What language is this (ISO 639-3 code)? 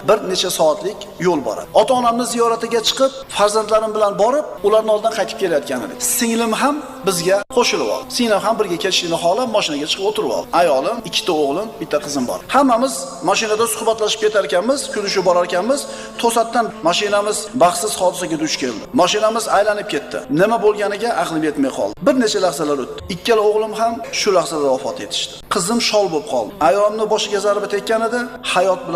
uzb